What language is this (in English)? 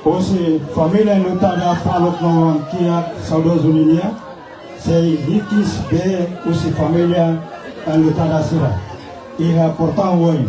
Tetum